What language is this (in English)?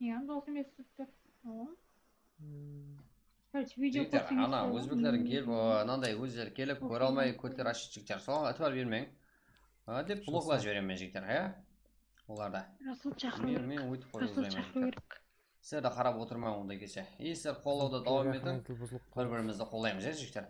Kara-Kalpak